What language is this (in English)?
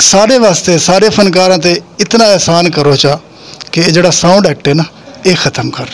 Saraiki